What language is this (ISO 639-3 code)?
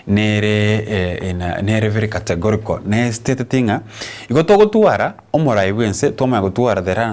guz